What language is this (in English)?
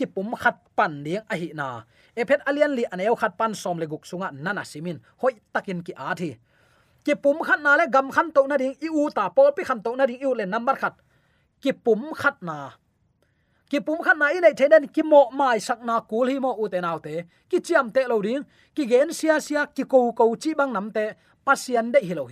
Tedim Chin